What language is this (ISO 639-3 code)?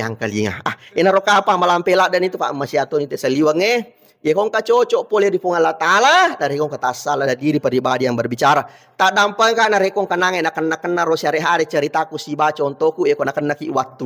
bug